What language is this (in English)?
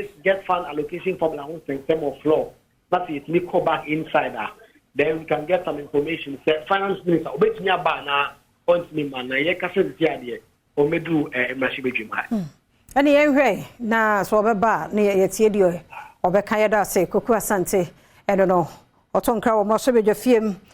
Akan